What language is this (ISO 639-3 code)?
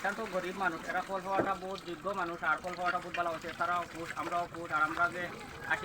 syl